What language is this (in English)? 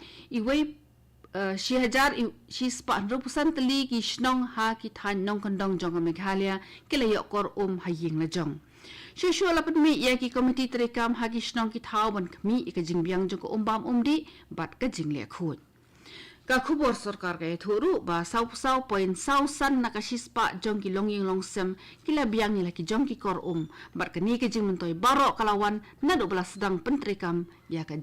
Khasi